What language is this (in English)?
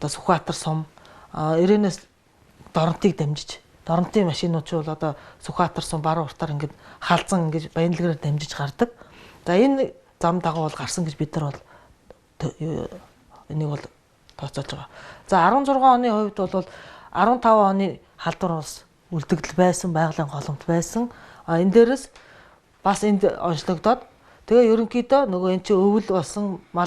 Mongolian